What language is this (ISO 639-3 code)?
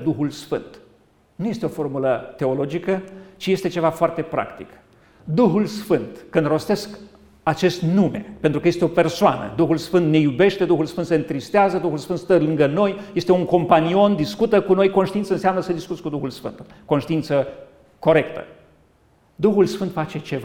ron